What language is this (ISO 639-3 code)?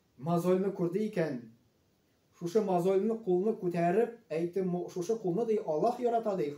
tat